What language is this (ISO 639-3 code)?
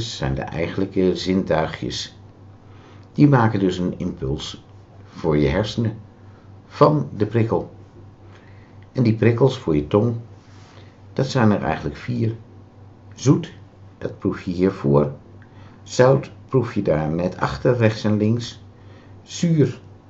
nld